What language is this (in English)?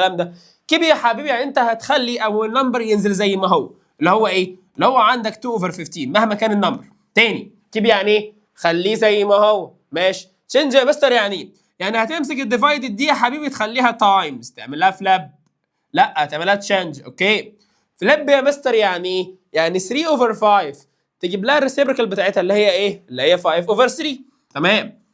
Egyptian Arabic